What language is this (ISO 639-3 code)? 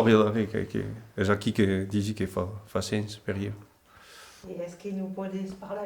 oci